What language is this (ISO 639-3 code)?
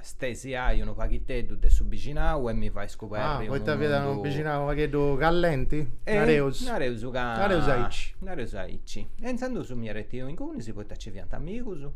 srd